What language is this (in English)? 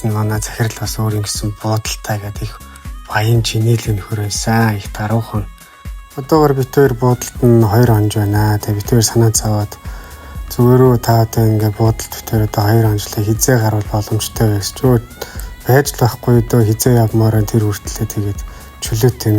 Mongolian